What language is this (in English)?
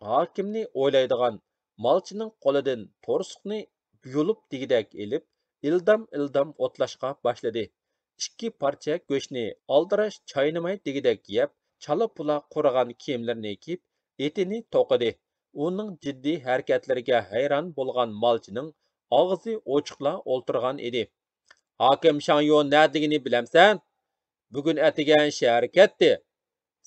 Uyghur